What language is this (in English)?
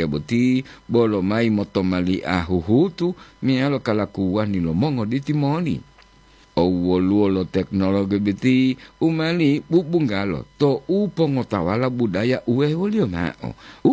Gorontalo